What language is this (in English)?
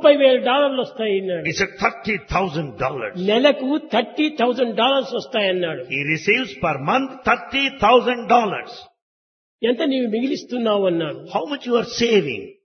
Telugu